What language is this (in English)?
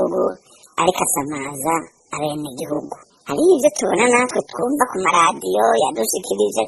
Rundi